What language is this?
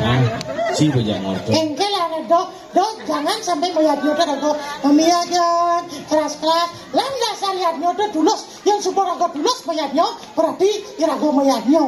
Balinese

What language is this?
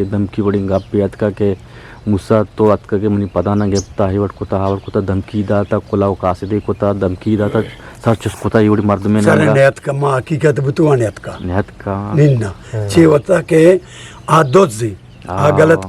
Eastern Balochi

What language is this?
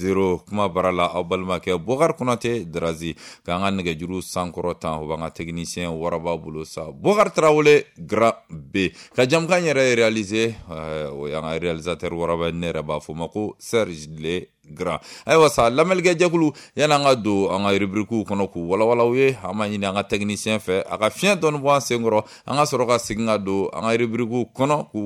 Bambara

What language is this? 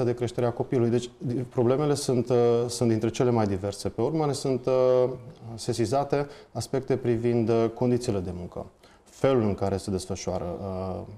Romanian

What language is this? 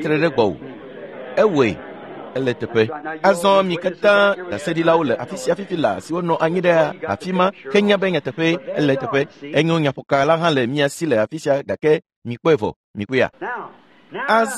Ewe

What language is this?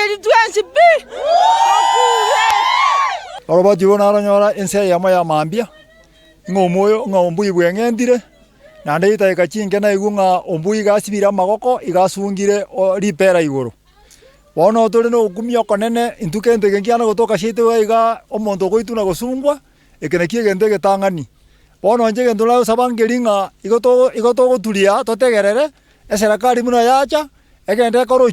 Gusii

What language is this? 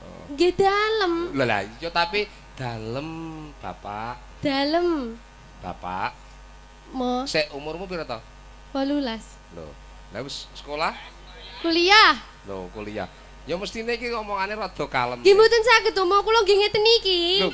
Javanese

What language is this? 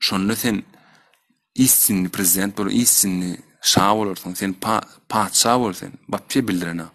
Turkmen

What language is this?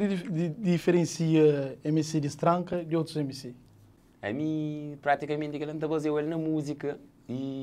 Kabuverdianu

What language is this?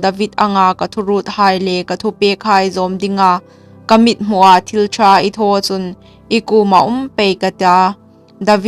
Hmar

